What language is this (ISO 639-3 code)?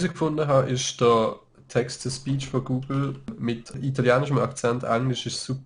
gsw